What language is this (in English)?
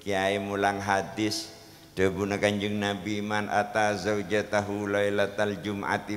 Madurese